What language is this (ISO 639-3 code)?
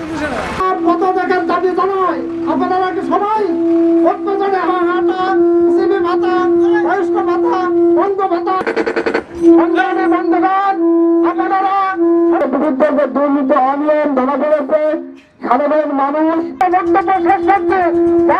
ben